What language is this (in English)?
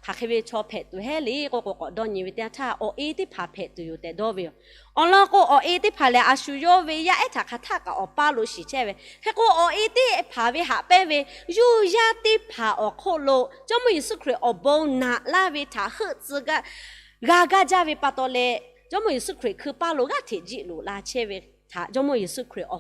Lahu